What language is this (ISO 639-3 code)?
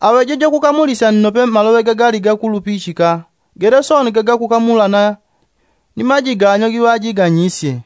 yao